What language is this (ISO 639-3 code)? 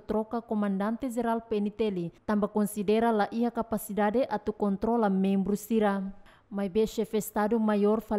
tet